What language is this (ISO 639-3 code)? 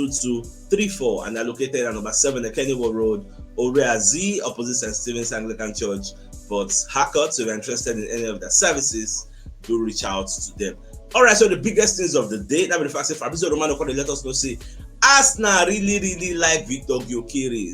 pcm